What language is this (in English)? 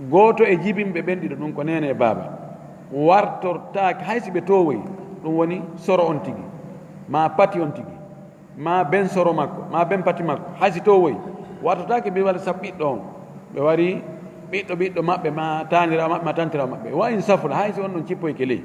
Fula